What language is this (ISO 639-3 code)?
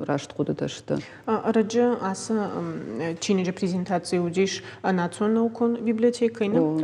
oss